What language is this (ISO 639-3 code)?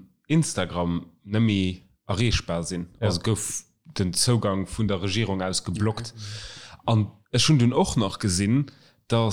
ltz